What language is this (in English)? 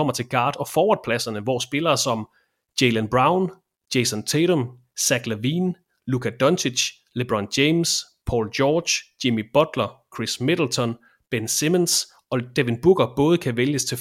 Danish